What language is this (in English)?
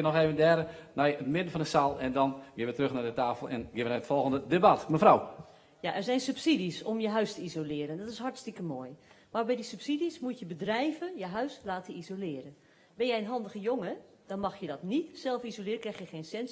Western Frisian